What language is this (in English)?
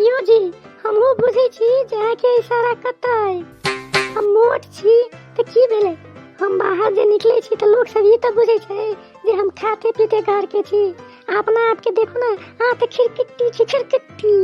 Maithili